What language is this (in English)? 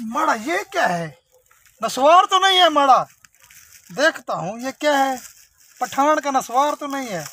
Saraiki